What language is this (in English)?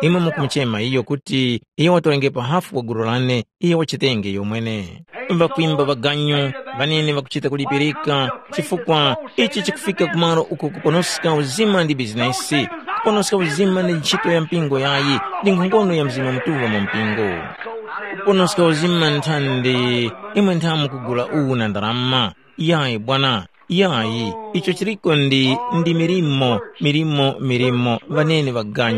Tumbuka